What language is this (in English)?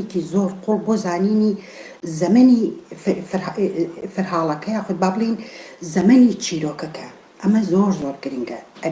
Central Kurdish